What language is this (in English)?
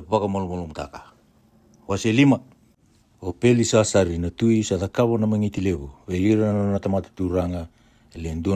Fijian